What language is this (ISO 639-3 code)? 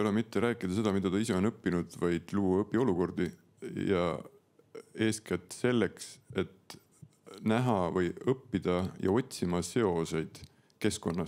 est